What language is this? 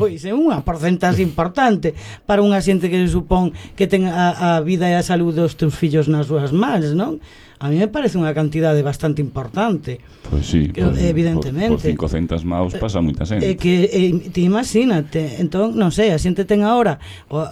Galician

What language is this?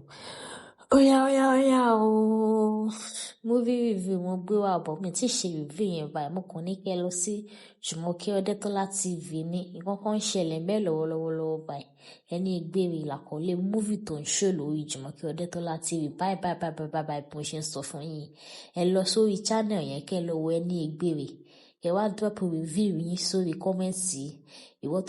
Yoruba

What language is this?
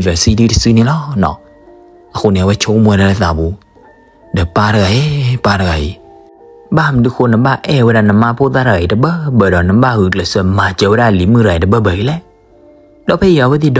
S'gaw Karen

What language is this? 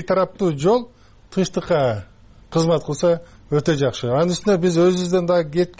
Kyrgyz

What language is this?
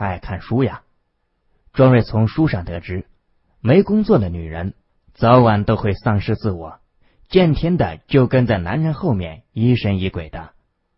Chinese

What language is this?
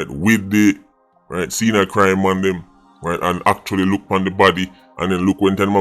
Jamaican Creole English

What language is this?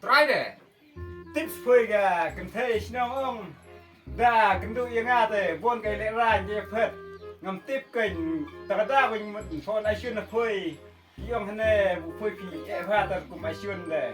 Khasi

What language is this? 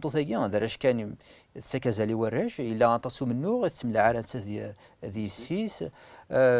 Kabyle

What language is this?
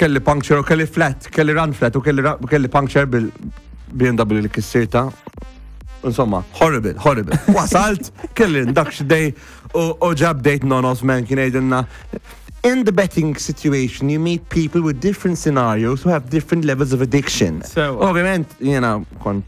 Maltese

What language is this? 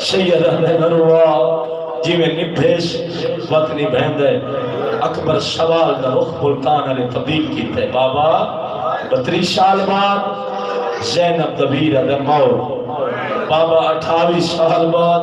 Saraiki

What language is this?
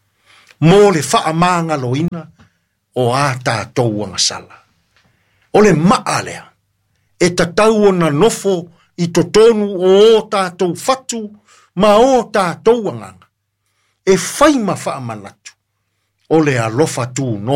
Samoan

